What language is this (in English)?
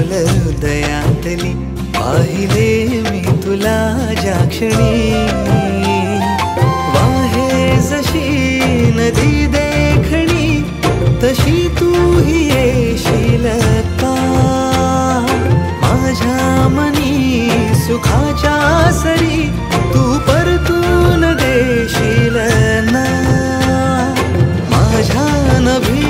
Marathi